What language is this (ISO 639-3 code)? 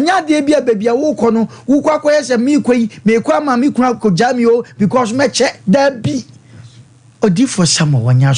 aka